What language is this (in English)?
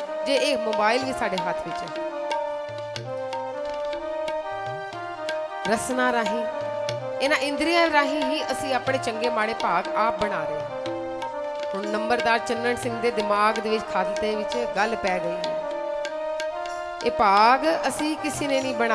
Punjabi